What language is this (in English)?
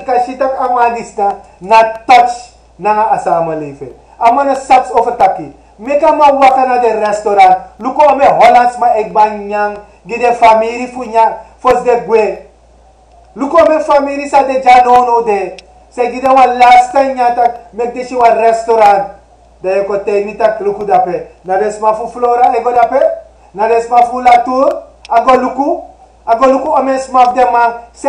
Sranan Tongo